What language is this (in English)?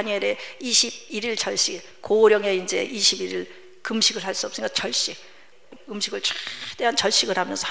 Korean